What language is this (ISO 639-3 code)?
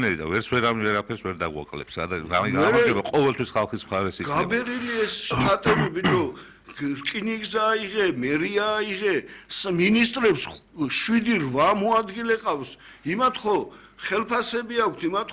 kat